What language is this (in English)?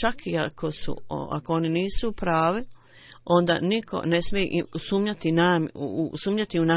Bosnian